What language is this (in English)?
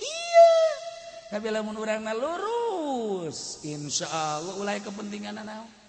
Sundanese